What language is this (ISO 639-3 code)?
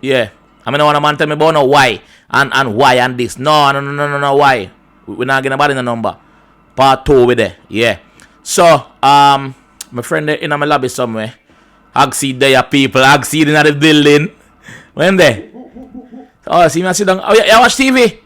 jam